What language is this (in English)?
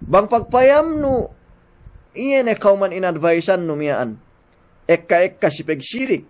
Yakan